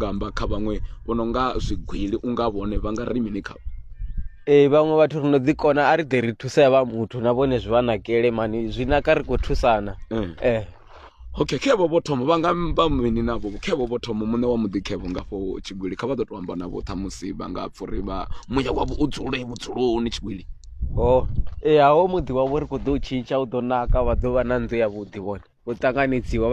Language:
Venda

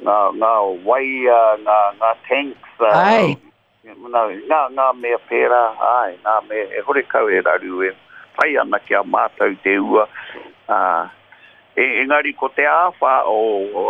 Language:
Māori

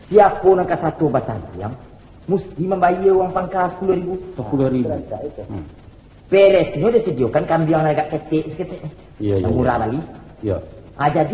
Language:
Minangkabau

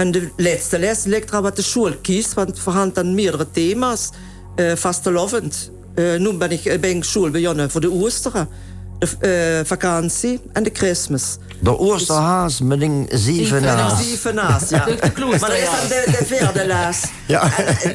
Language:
Limburgish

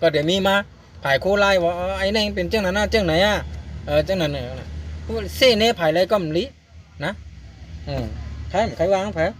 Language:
Shan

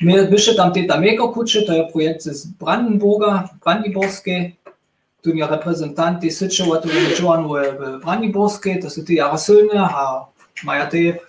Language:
Upper Sorbian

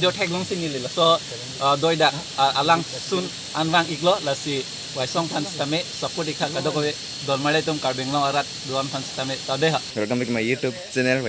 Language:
Karbi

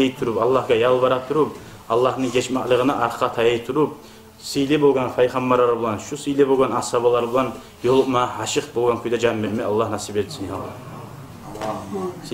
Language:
Kumyk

